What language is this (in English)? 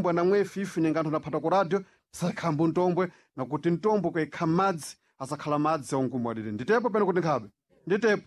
Sena